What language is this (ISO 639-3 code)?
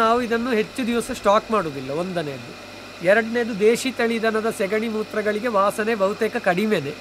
kan